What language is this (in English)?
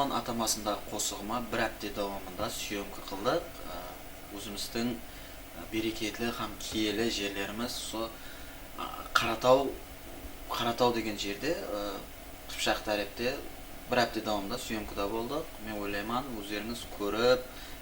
Kara-Kalpak